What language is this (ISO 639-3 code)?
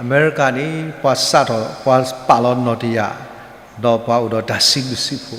ksw